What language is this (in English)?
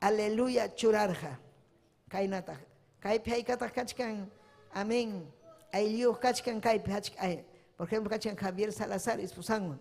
Ayacucho Quechua